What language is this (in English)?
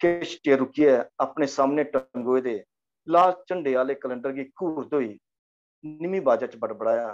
Dogri